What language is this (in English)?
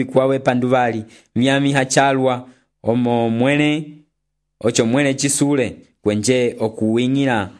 Umbundu